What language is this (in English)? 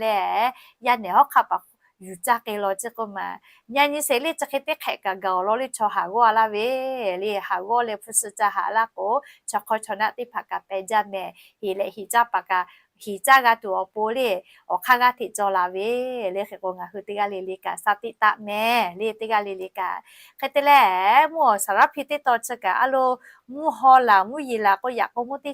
Lahu